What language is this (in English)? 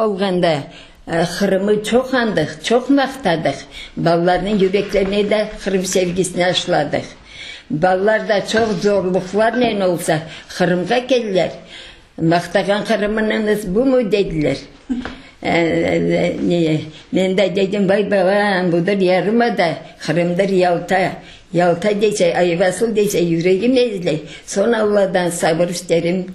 Crimean Tatar